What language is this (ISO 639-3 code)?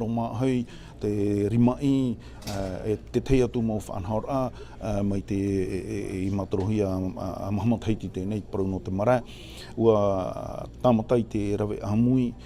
tah